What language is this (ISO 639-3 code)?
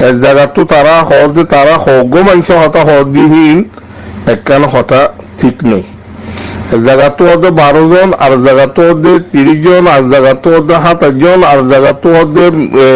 rhg